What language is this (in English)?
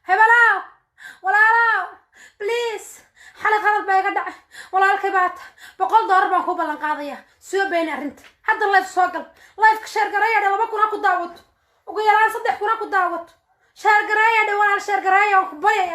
Somali